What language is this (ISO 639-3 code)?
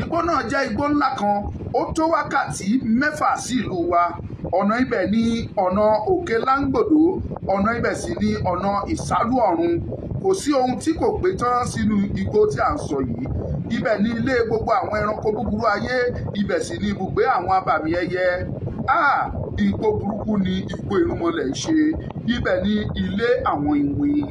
yor